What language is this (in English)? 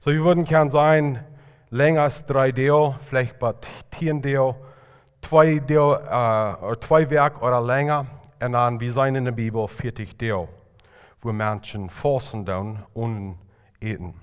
Plautdietsch